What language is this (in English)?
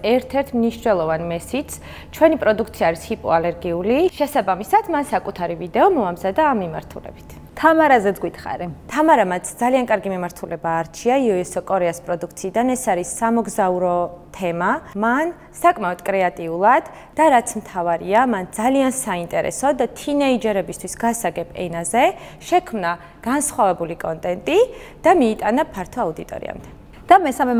Georgian